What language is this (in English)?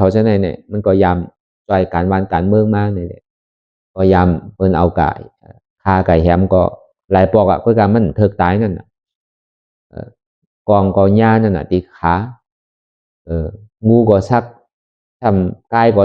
Shan